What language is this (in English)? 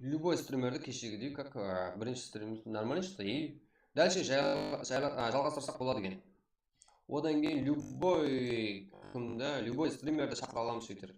Kara-Kalpak